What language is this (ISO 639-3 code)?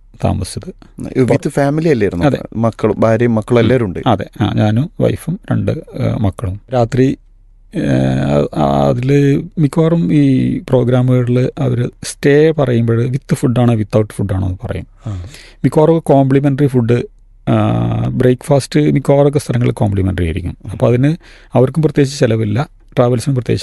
mal